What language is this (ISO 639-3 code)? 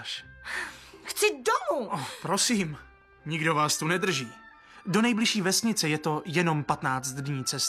ces